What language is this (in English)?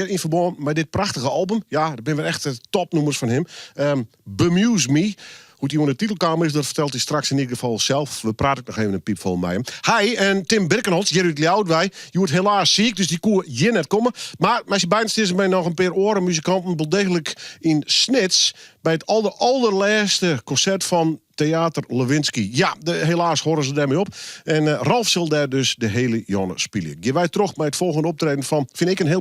Western Frisian